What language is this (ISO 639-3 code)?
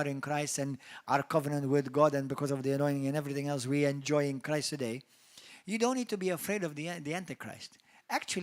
eng